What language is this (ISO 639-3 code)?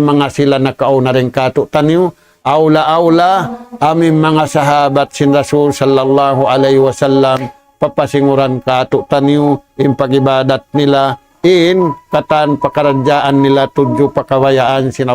tsg